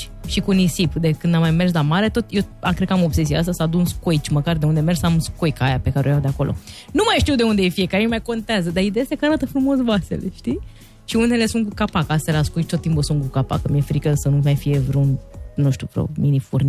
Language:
Romanian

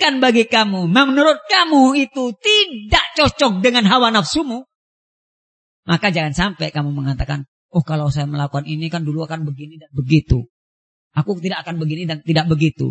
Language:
Indonesian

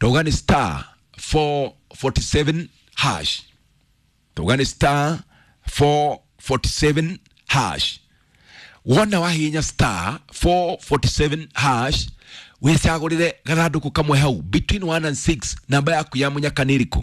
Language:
Kikuyu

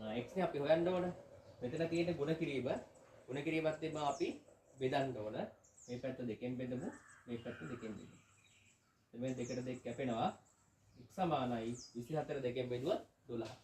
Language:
Sinhala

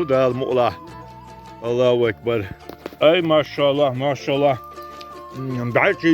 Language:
Chechen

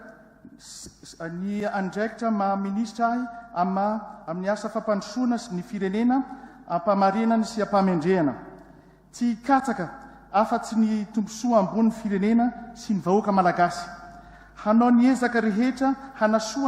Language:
Malagasy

